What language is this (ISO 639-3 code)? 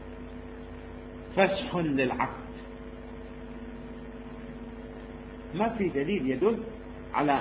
ara